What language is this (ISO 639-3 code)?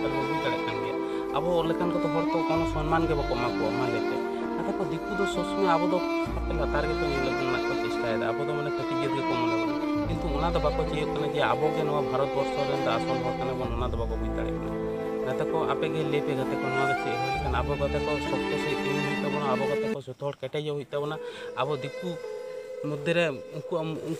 sat